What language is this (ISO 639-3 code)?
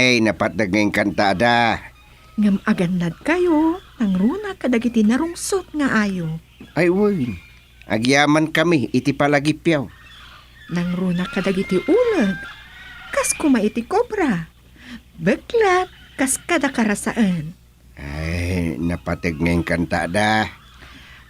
ilo